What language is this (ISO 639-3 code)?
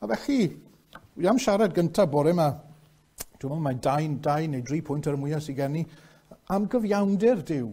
cym